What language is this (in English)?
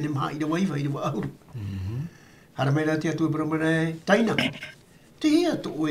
Tahitian